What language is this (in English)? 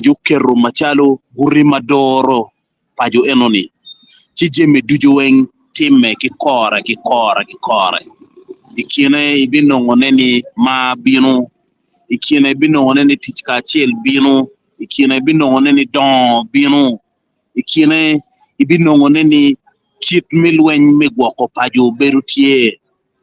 Acoli